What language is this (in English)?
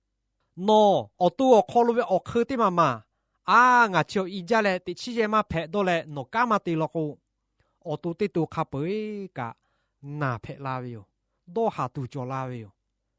Lahu